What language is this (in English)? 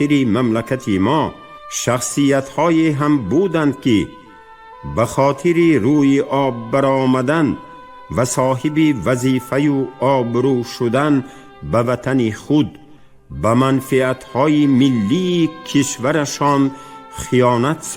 Tajik